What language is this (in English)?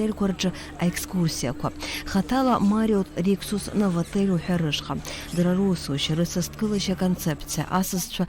Abkhazian